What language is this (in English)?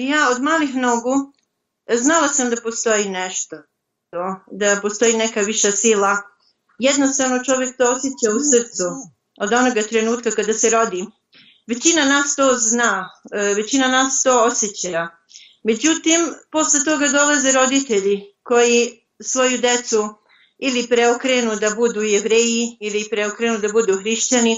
Bosnian